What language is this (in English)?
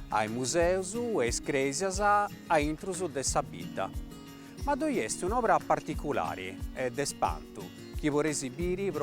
Sardinian